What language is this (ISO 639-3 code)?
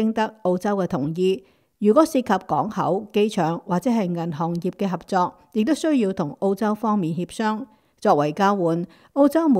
yue